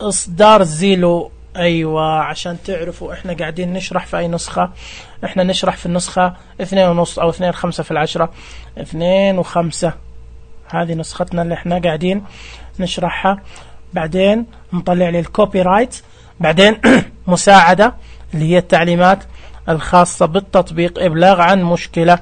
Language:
Najdi Arabic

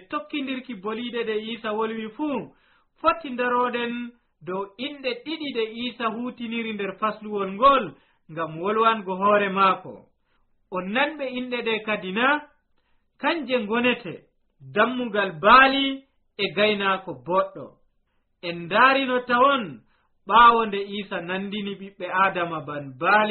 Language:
Nigerian Fulfulde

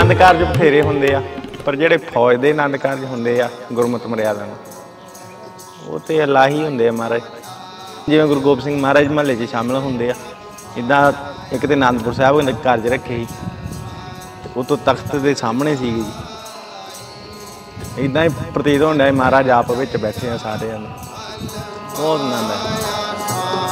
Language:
Punjabi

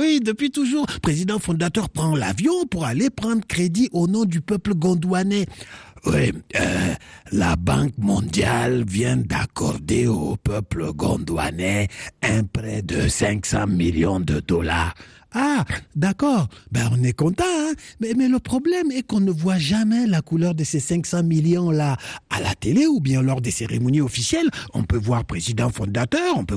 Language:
French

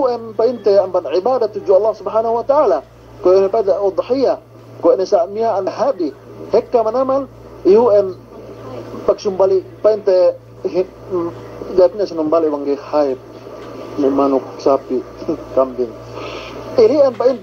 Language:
Yakan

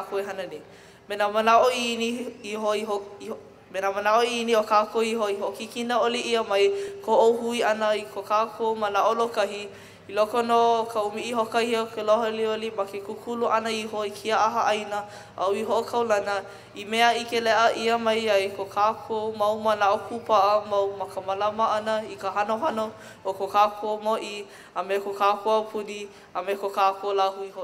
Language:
Hawaiian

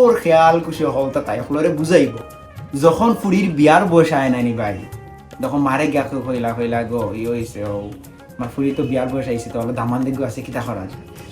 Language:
Sylheti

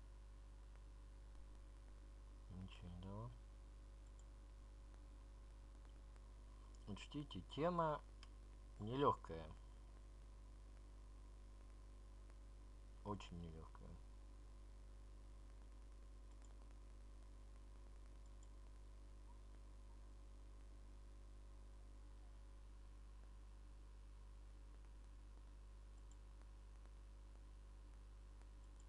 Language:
Russian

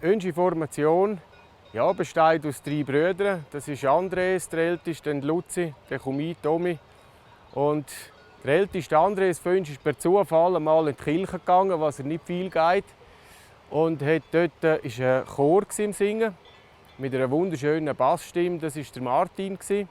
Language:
Swiss German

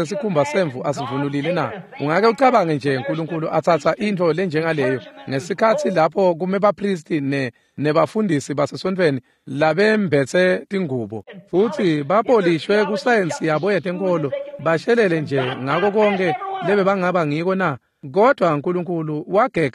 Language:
Swati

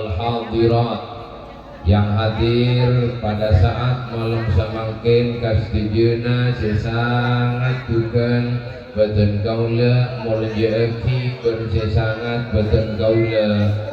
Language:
Madurese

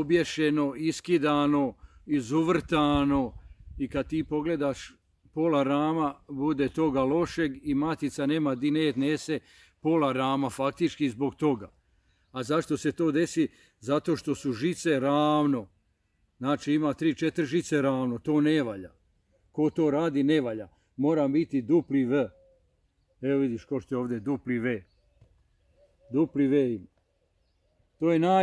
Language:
Croatian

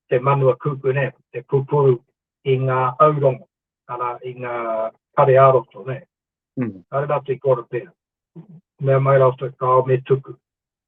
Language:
Māori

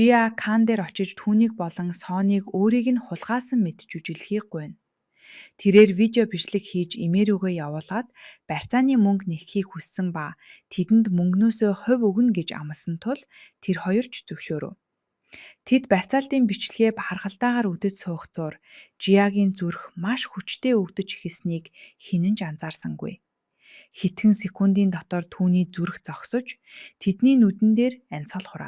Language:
Mongolian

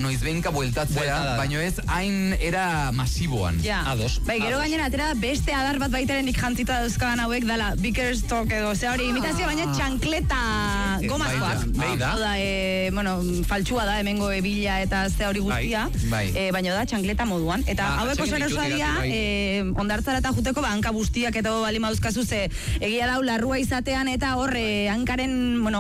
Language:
Basque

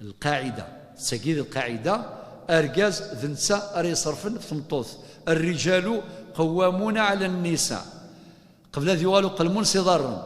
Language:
Kabyle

